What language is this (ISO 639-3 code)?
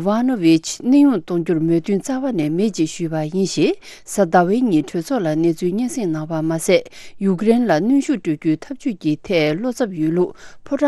bod